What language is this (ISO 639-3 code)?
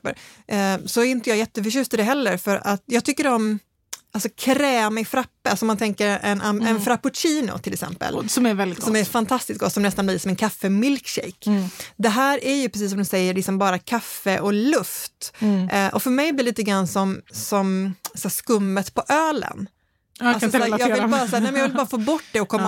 swe